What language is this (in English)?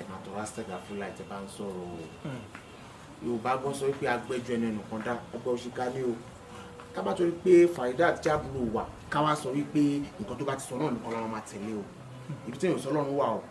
Yoruba